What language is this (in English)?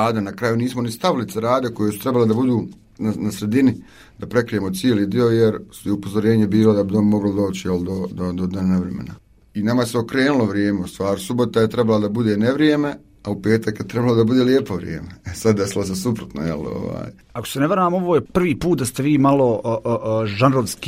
Bosnian